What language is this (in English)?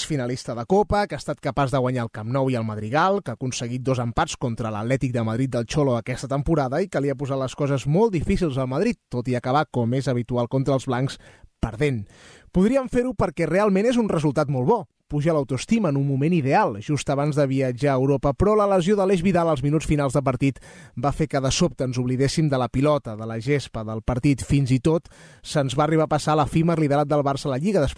Catalan